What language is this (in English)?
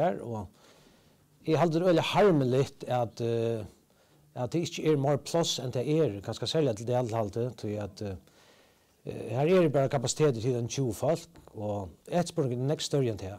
Faroese